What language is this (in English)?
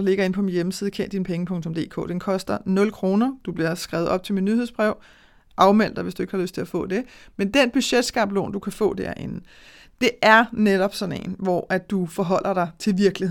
Danish